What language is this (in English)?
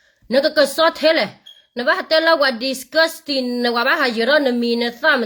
S'gaw Karen